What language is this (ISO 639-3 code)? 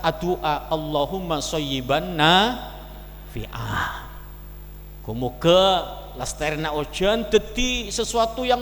mad